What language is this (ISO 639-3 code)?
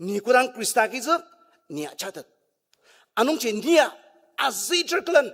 njo